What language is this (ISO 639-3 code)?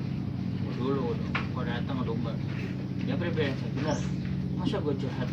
bew